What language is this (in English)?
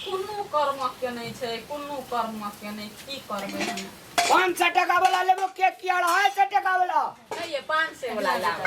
Maithili